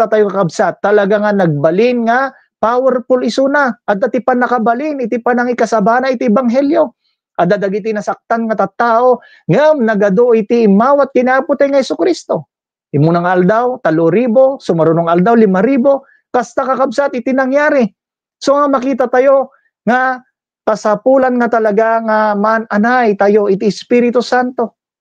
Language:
Iloko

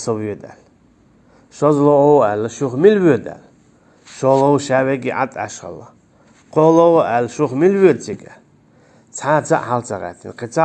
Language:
Chechen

